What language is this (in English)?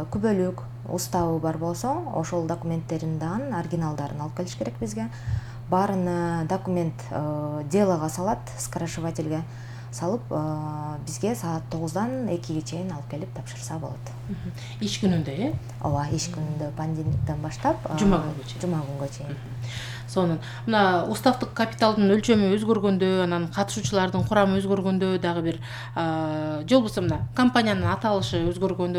Kyrgyz